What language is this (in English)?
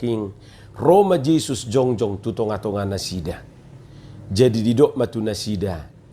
Batak Toba